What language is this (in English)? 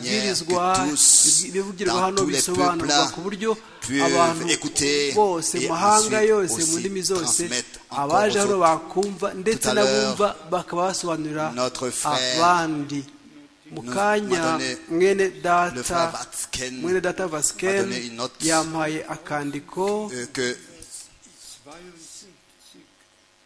Kinyarwanda